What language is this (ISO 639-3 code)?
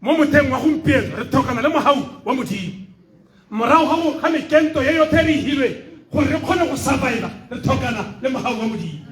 tsn